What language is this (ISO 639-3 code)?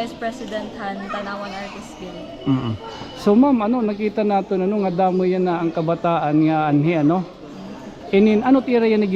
war